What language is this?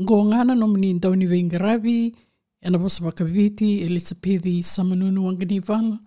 Fijian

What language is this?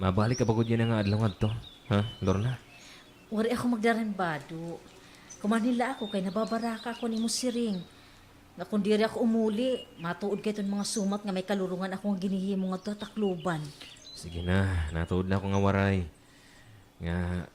Waray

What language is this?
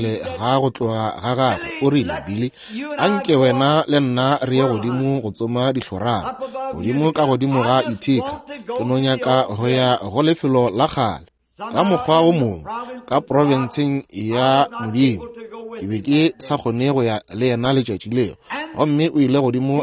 Northern Sotho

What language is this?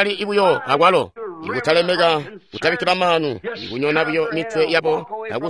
Tonga (Zambia)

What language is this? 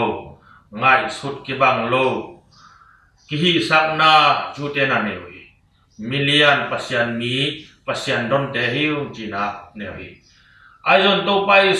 Tedim Chin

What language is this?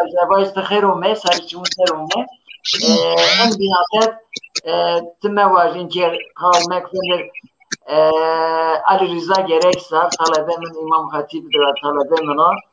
Zaza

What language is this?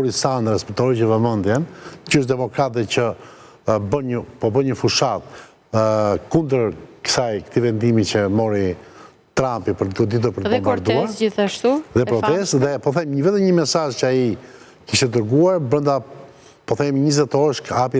Albanian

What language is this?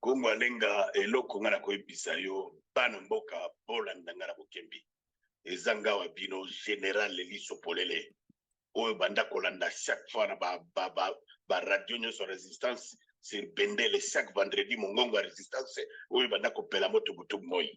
Lingala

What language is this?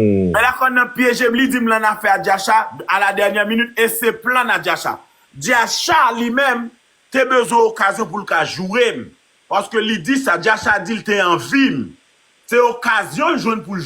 Haitian Creole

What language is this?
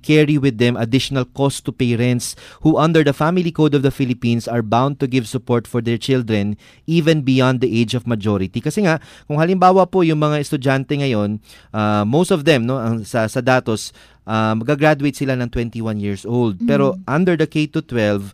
Filipino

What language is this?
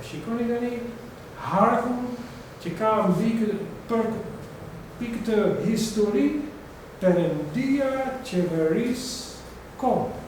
Albanian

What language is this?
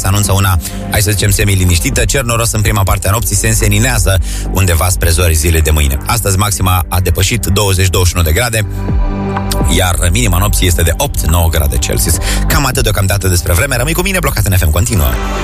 Romanian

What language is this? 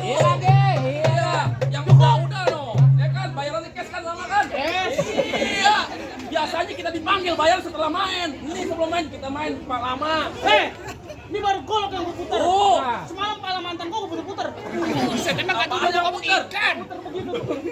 Betawi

